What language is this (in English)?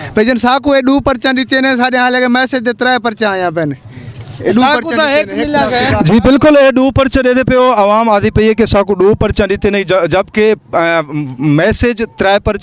Saraiki